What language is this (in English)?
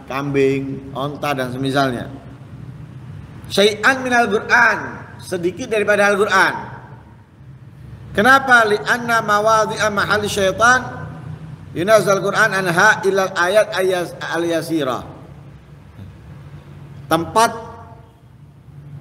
Indonesian